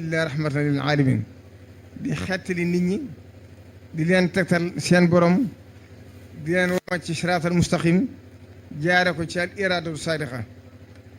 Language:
Wolof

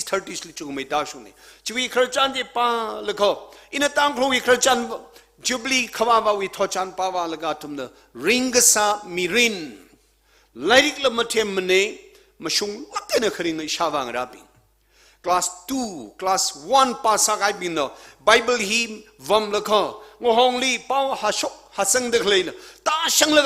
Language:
Tangkhul Naga (India)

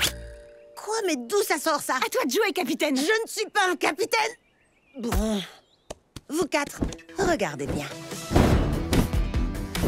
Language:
French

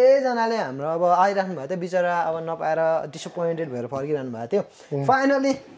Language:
Nepali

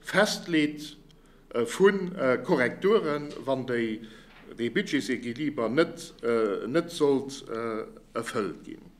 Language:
Luxembourgish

